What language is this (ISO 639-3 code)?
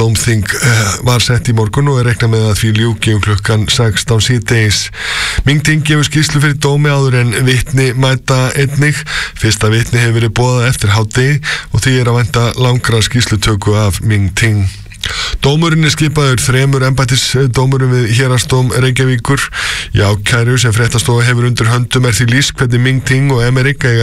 isl